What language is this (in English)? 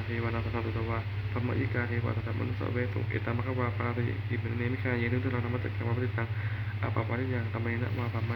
Pali